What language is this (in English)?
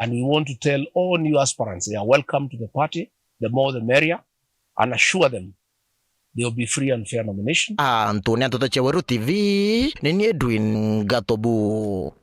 Meru